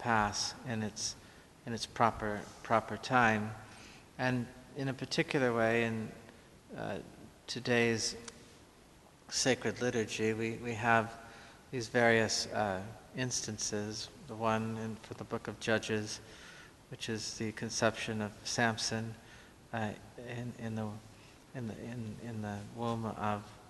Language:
English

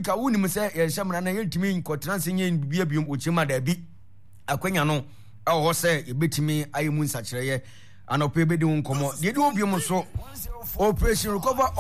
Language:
Akan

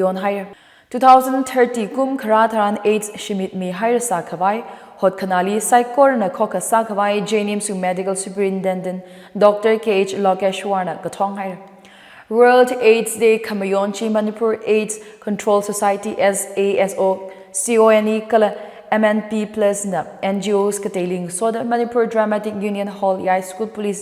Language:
Tangkhul Naga (India)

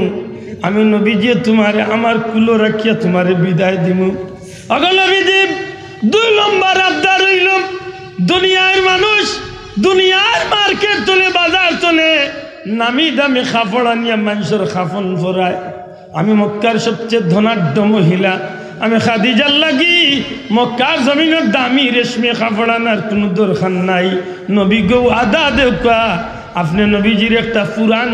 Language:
Sylheti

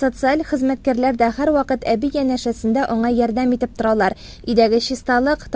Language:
Tatar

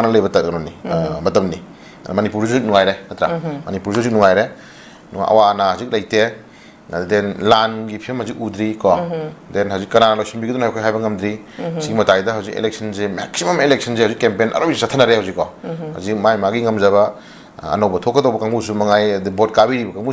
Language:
Manipuri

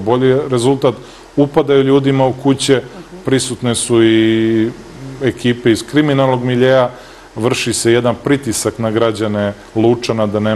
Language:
Serbian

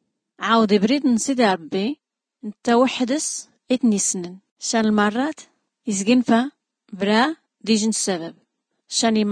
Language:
Tachelhit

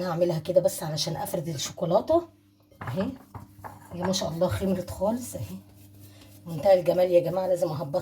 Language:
Egyptian Arabic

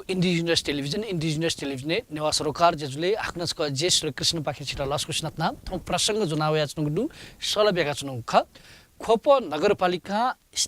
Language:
Newari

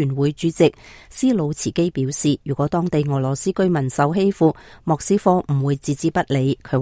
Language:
Cantonese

